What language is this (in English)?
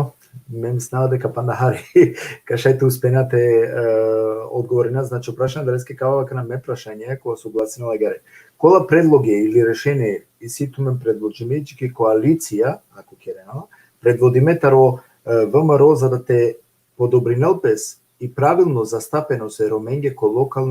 Balkan Romani